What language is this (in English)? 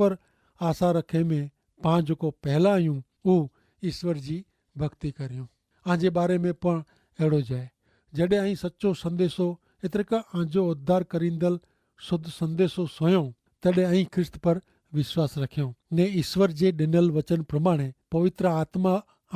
Kachhi